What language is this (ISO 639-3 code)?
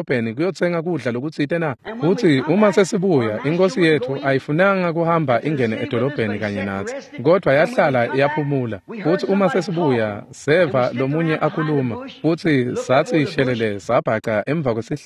ssw